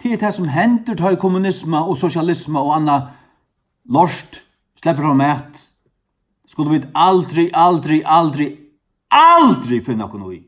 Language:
Faroese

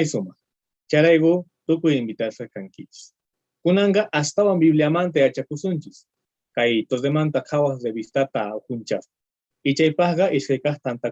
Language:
South Bolivian Quechua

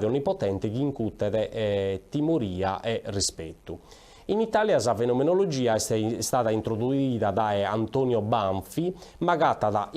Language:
Sardinian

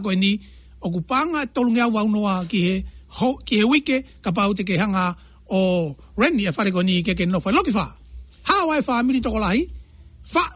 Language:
Tongan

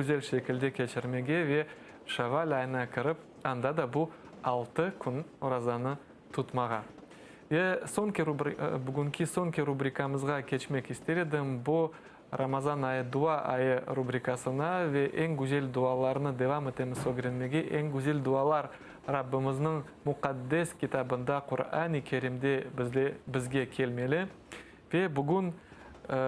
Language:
Crimean Tatar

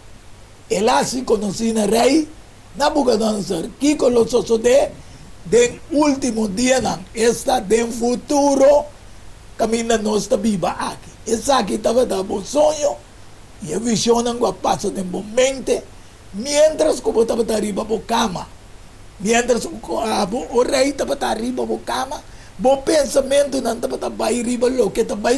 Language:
Papiamento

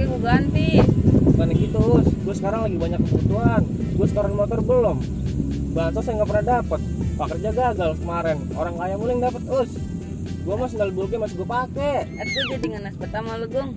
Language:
Betawi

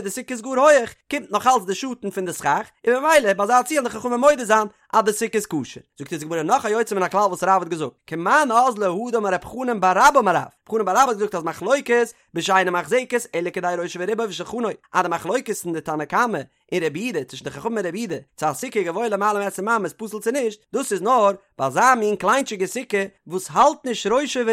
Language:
Yiddish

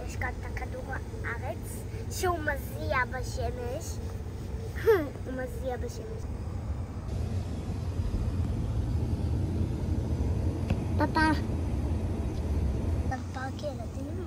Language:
Hebrew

